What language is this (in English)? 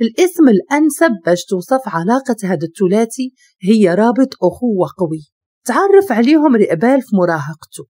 Moroccan Arabic